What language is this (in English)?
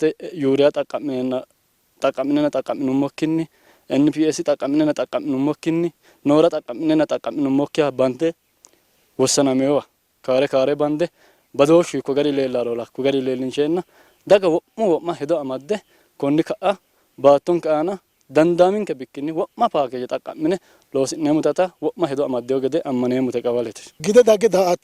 Sidamo